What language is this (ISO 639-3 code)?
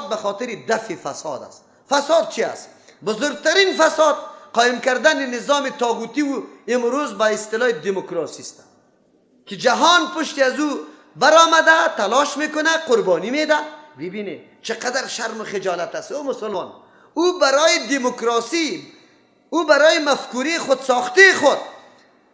fas